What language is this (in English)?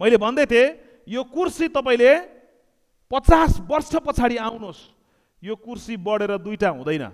Nepali